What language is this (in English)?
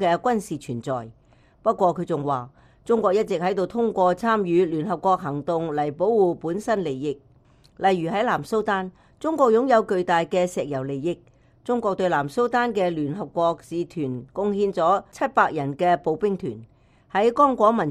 Cantonese